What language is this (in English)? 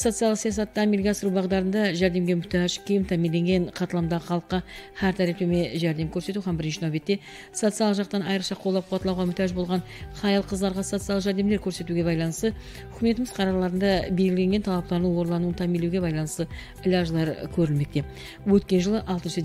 Kyrgyz